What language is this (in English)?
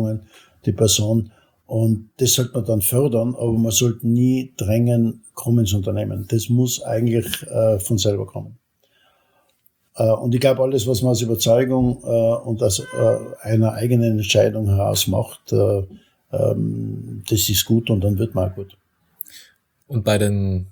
German